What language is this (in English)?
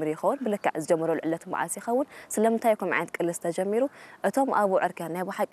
Tigrinya